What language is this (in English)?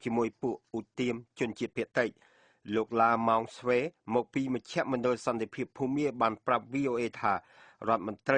Khmer